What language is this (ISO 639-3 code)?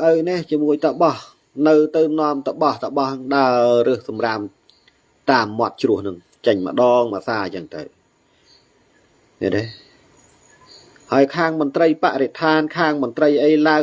khm